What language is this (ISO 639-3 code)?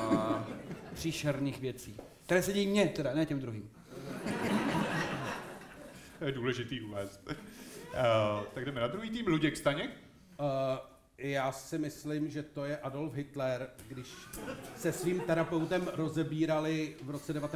ces